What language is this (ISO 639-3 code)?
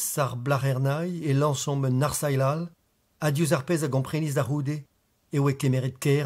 bre